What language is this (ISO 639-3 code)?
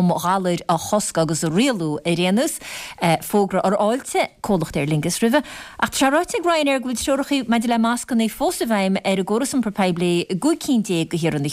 gle